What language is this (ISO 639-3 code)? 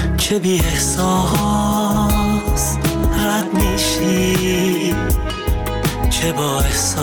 fas